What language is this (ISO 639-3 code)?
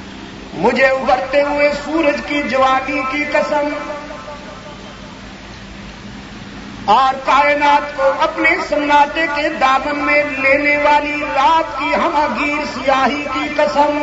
urd